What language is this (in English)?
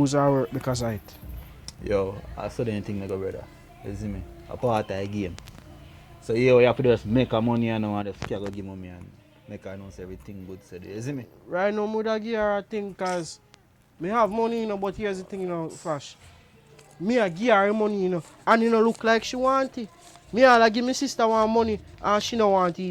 Jamaican Creole English